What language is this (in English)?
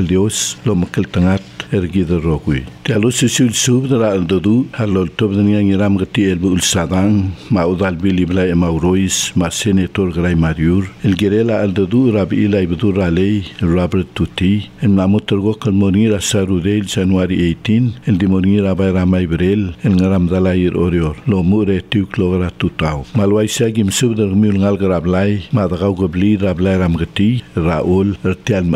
Palauan